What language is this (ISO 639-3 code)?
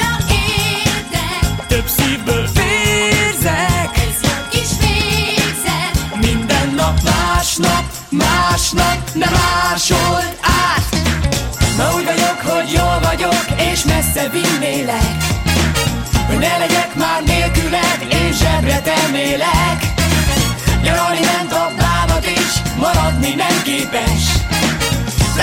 hun